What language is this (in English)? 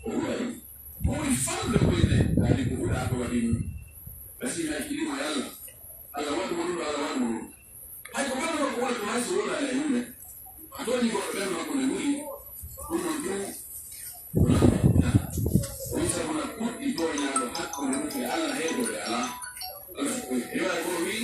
Pular